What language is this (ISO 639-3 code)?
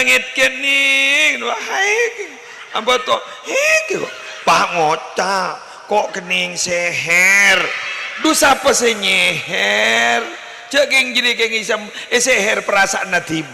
mad